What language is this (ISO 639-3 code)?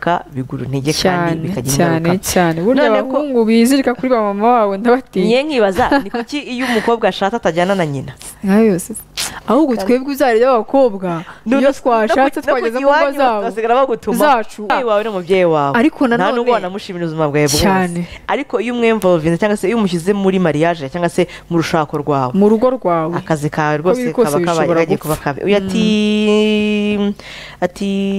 kin